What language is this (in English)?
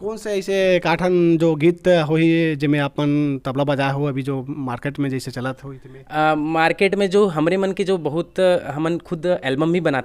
Chhattisgarhi